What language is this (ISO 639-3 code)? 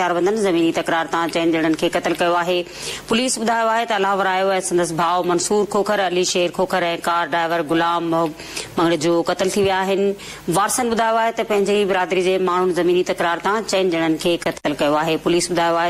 snd